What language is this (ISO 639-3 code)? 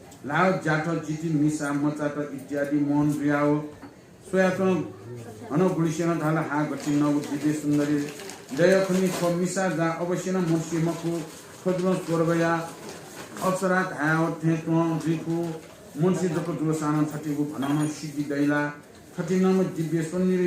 new